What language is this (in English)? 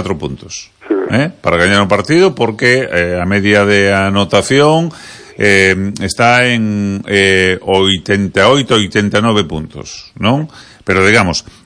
Galician